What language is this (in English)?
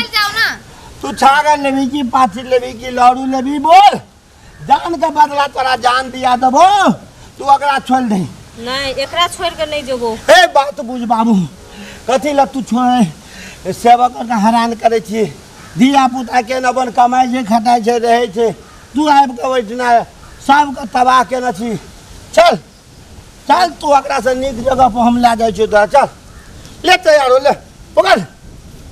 Maithili